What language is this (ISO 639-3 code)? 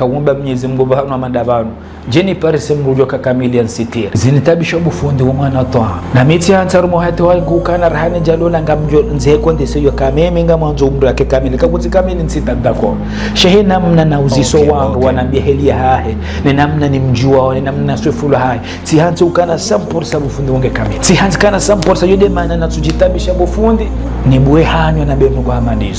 zdj